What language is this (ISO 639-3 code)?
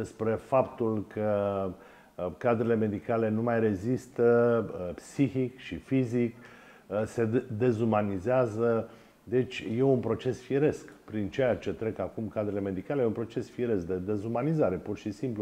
ron